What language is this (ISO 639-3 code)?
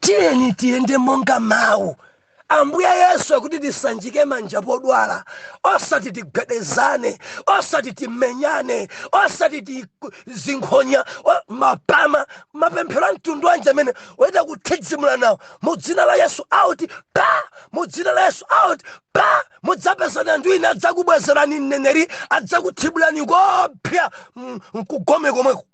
nya